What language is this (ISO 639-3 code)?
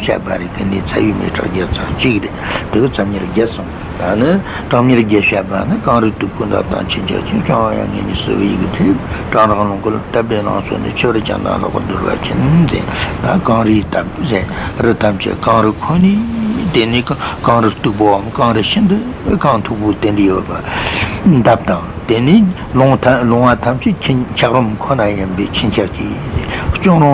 bod